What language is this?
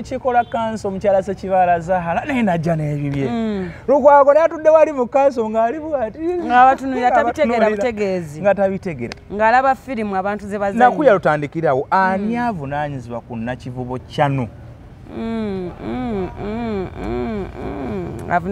Ganda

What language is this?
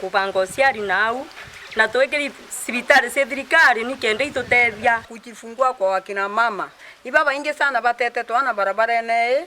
Meru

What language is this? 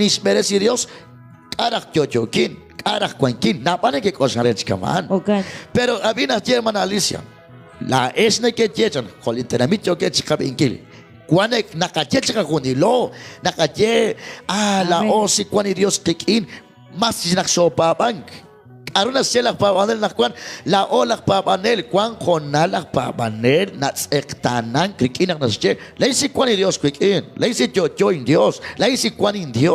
Kekchí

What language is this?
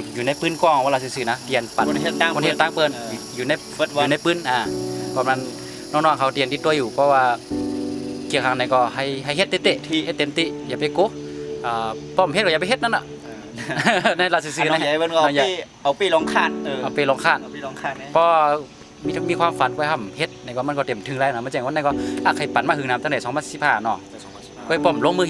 Shan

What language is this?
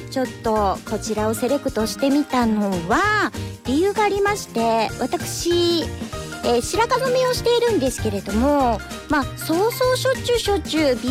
Japanese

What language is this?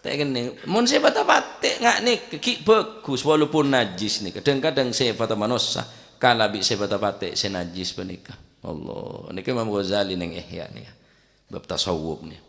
Madurese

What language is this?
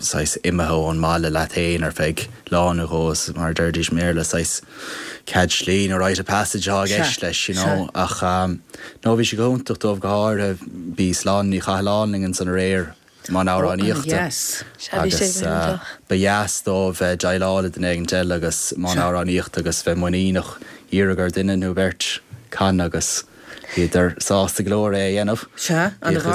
Irish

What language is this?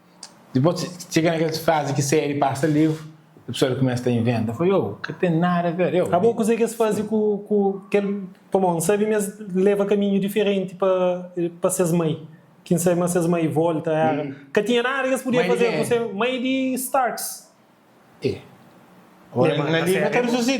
Kabuverdianu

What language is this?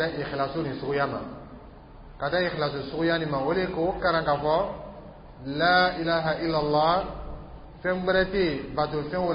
Dyula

